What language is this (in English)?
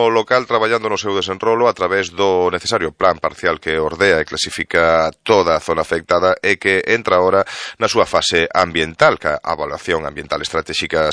Galician